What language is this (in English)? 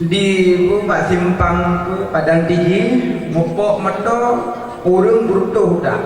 Achinese